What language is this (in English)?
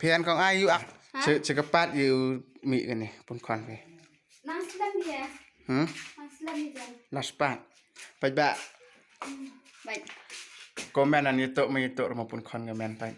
Khasi